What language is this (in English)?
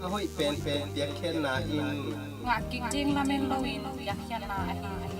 Tedim Chin